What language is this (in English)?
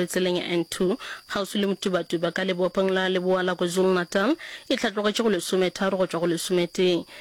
Northern Sotho